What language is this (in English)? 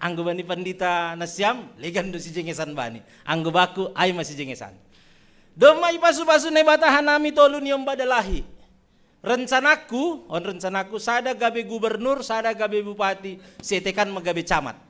Batak Simalungun